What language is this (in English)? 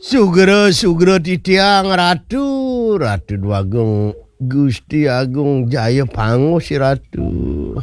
Balinese